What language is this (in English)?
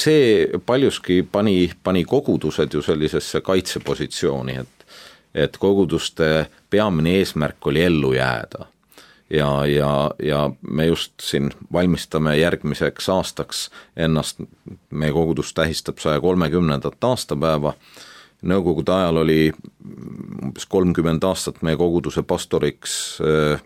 Estonian